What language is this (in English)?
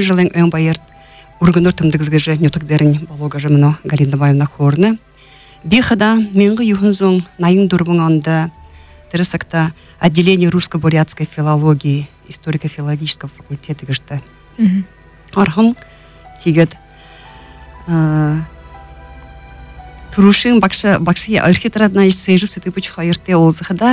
Buriat